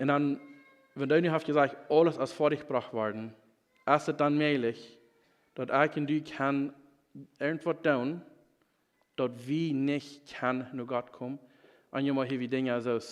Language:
Plautdietsch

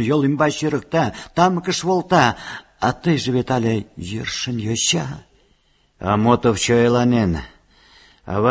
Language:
Mari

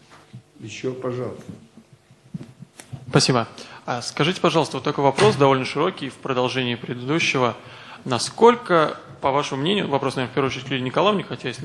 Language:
Russian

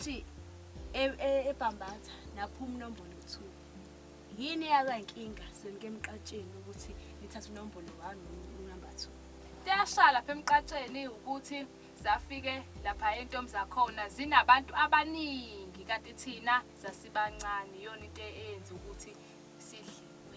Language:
Zulu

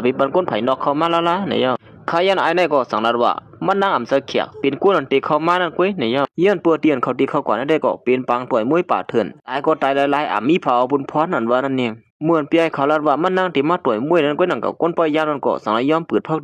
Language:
Shan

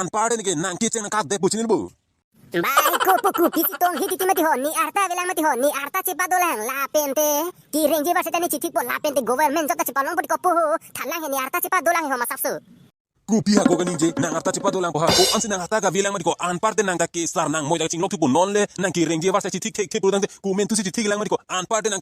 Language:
Karbi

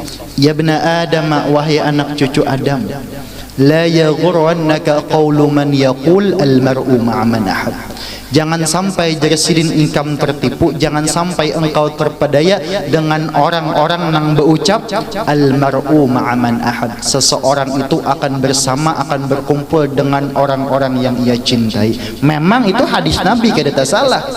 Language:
Banjar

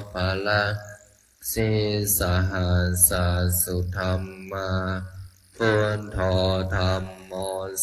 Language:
Pali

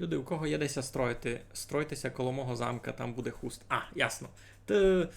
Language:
Rusyn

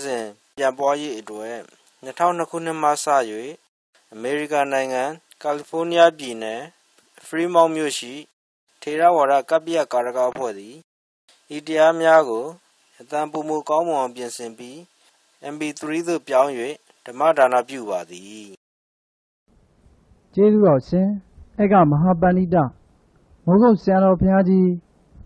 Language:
Burmese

